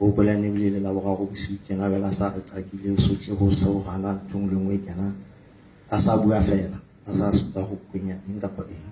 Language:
Southern Sotho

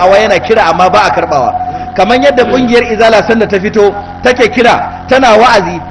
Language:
Hausa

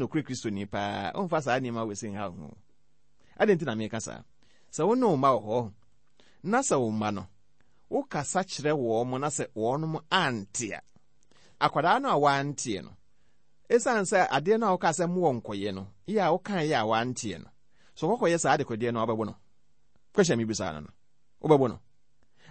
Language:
Akan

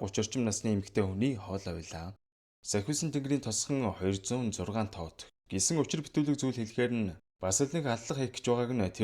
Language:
Mongolian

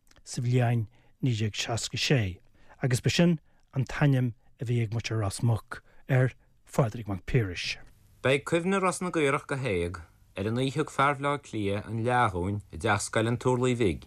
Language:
Irish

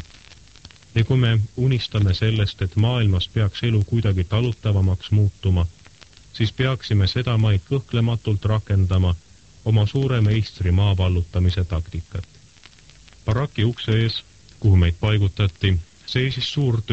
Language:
Estonian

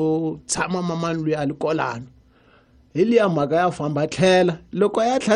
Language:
Tsonga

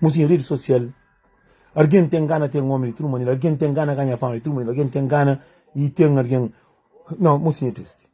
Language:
Kabuverdianu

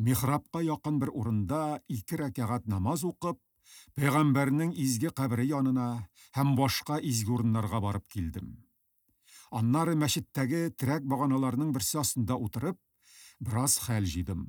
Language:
Tatar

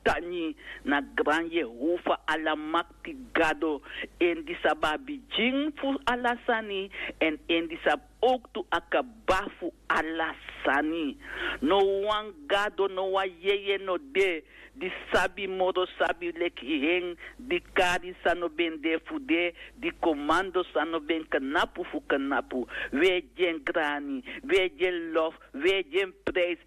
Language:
Sranan Tongo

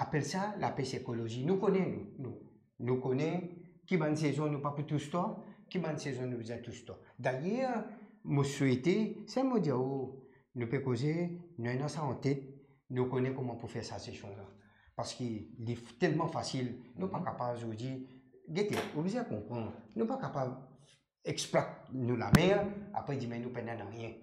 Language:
Morisyen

